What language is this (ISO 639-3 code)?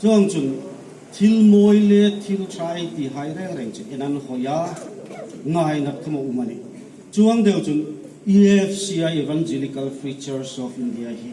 hmr